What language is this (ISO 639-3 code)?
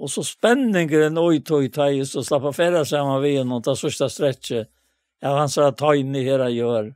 fao